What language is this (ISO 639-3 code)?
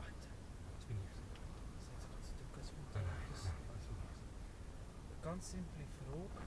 gsw